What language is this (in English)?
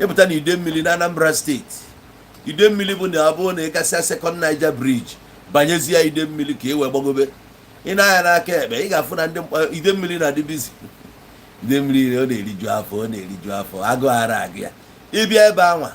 Igbo